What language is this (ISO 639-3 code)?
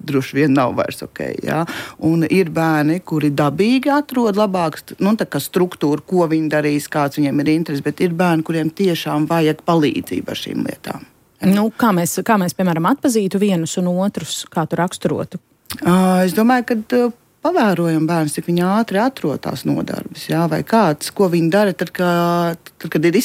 lav